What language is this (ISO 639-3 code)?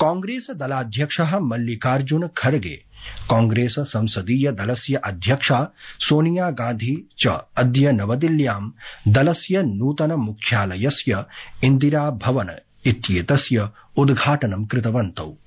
san